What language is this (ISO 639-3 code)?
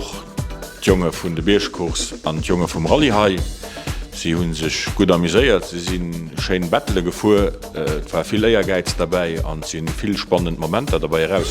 ltz